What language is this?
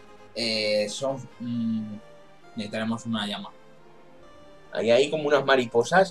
Spanish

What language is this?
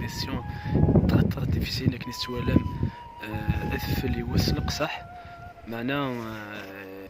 Kabyle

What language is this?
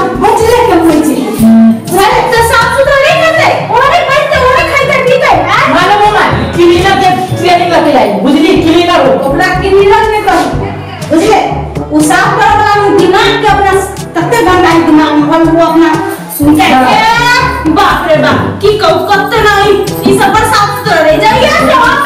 Maithili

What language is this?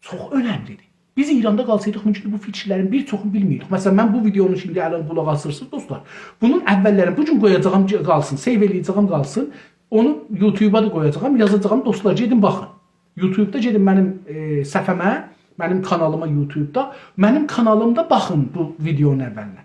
South Azerbaijani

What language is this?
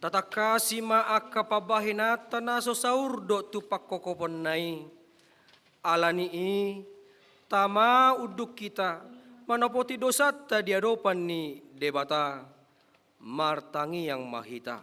Batak Toba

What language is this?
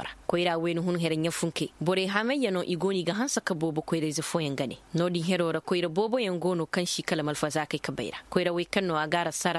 Koyraboro Senni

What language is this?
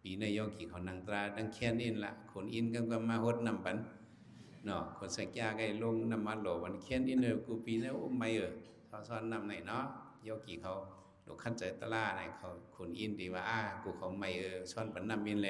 Shan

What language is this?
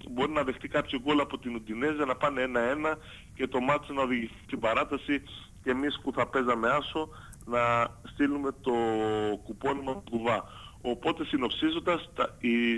Greek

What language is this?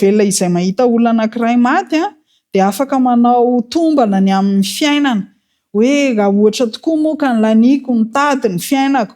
Malagasy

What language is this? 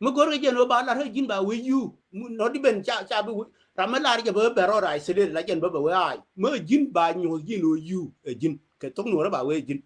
Nuer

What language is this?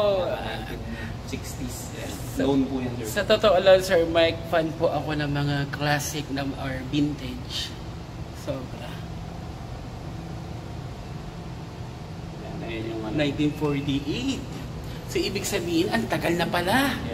Filipino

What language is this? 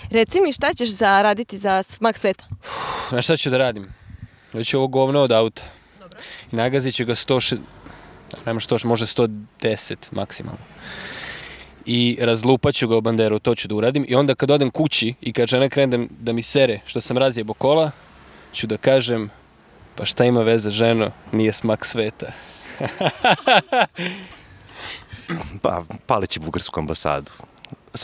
Serbian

